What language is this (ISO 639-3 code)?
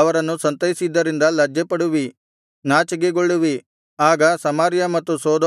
kan